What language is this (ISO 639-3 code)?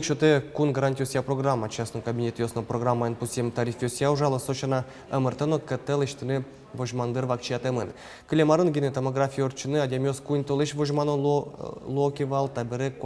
udm